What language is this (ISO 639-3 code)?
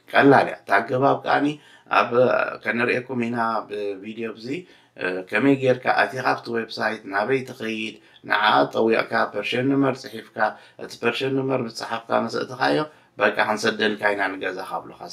tir